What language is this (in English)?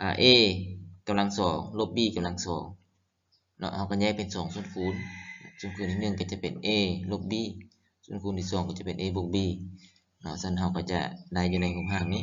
Lao